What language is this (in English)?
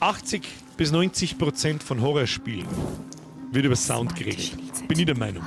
Bavarian